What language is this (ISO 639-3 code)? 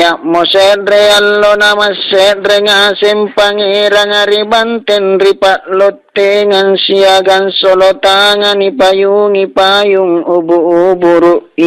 mak